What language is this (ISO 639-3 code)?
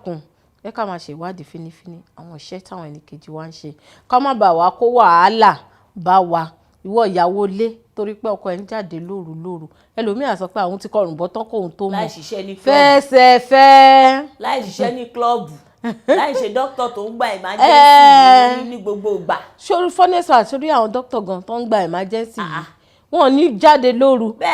yor